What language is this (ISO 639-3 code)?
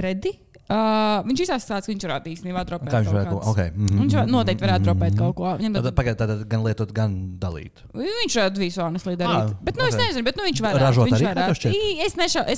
lav